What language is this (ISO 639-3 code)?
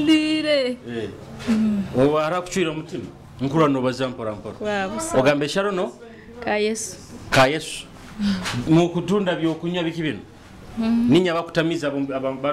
nyo